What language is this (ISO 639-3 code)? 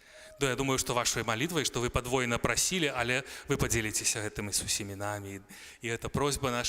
bel